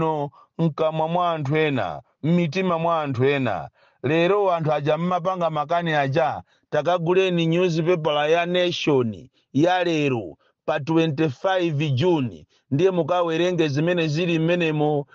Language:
Nyanja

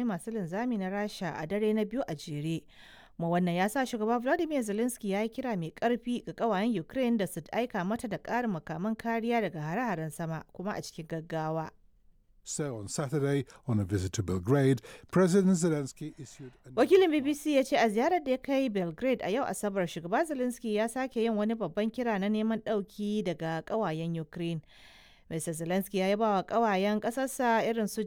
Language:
Hausa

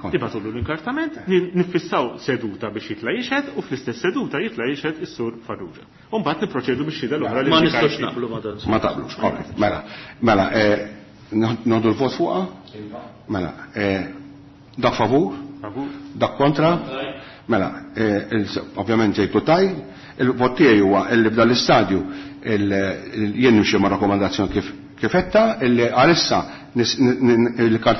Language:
Maltese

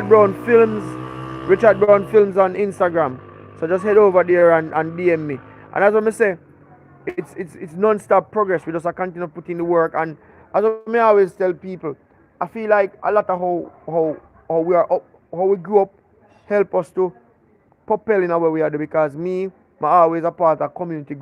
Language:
Jamaican Creole English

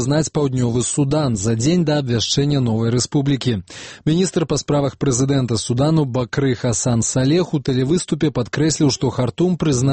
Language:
Belarusian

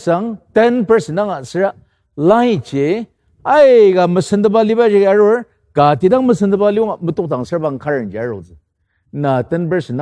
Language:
Ao Naga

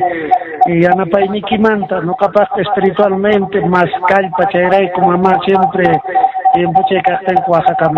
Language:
Quechua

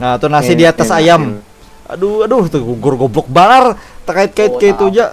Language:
Banjar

